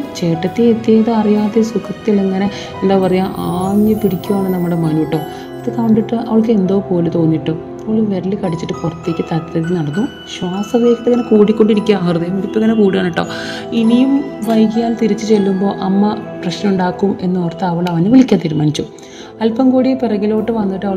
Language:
Malayalam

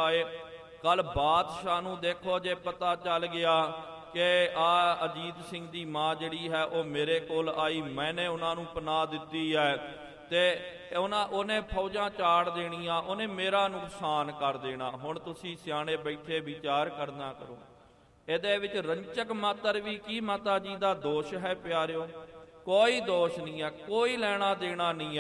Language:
Punjabi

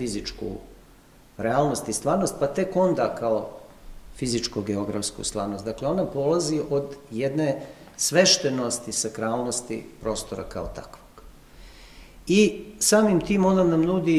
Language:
Serbian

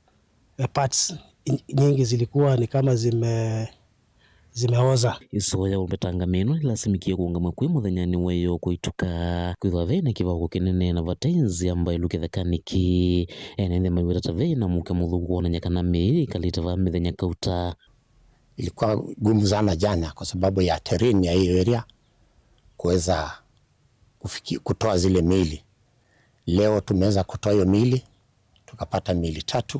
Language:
Kamba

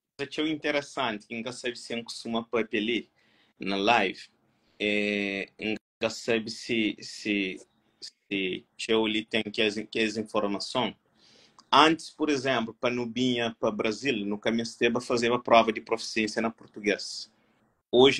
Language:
Kabuverdianu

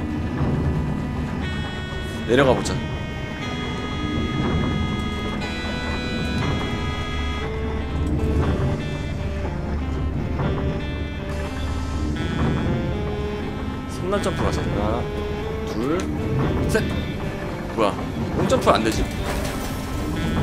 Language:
Korean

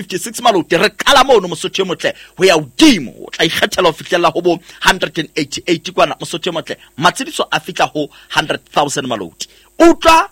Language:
Southern Sotho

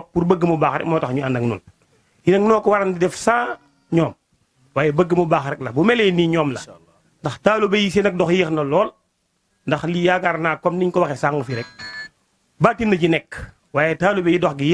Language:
Wolof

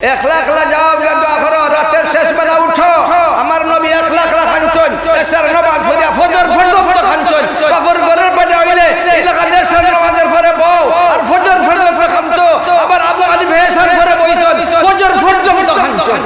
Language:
Sylheti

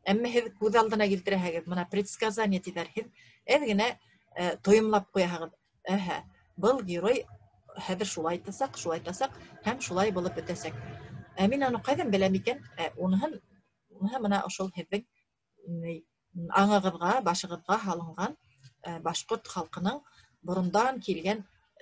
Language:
Bashkir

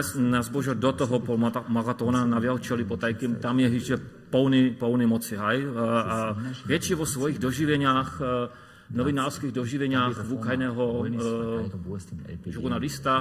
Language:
Upper Sorbian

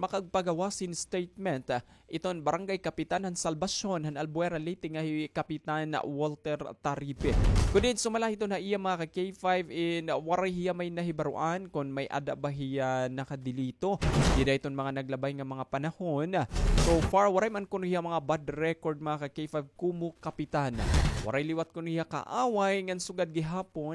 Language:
Waray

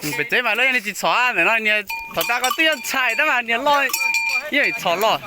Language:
Hmong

